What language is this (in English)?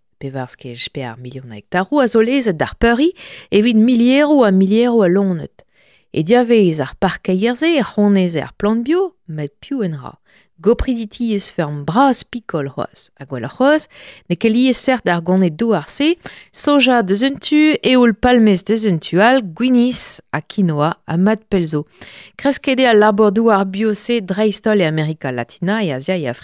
Breton